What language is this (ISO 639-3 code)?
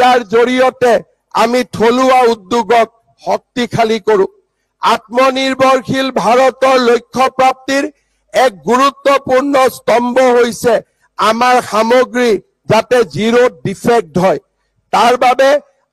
asm